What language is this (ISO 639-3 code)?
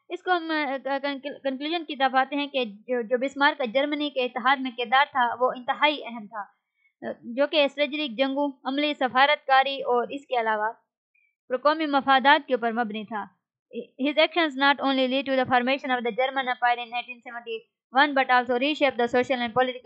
urd